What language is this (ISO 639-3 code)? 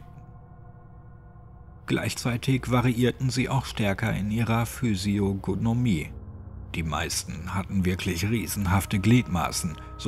deu